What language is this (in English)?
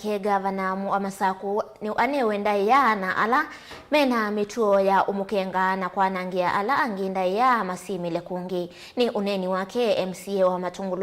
Kamba